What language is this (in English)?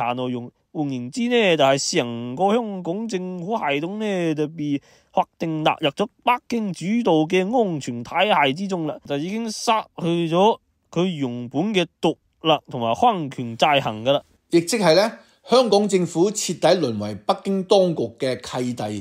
Cantonese